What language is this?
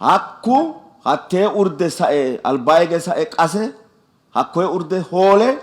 Sidamo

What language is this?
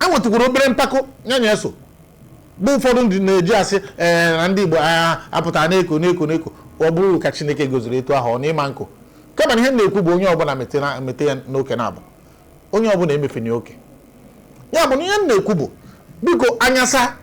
Igbo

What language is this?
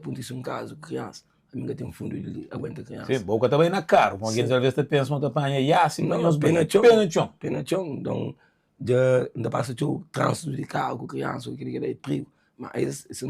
Kabuverdianu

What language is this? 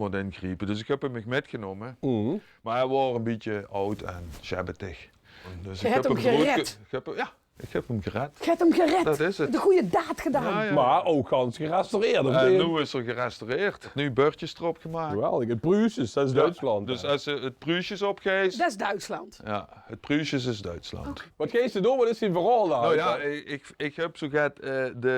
Limburgish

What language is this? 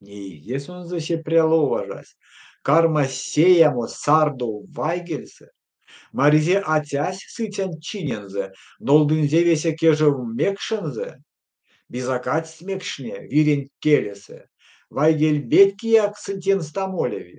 Erzya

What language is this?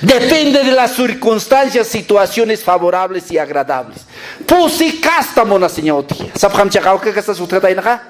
Aymara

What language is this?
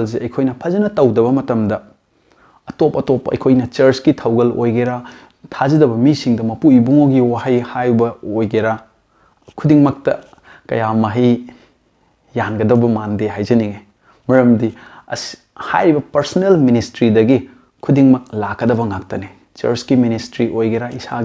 Manipuri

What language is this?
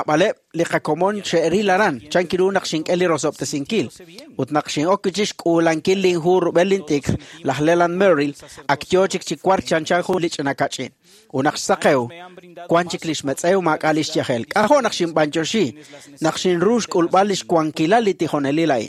Kekchí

